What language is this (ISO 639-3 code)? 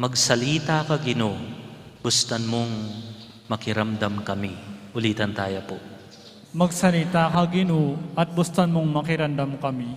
pam